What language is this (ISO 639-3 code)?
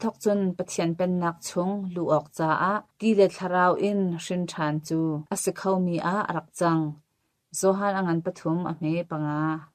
cnh